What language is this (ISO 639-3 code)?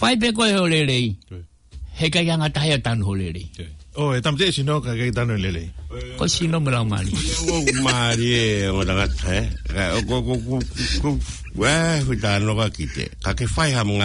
ton